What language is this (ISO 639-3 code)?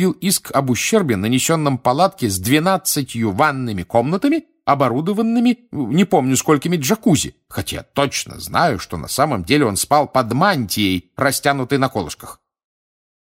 rus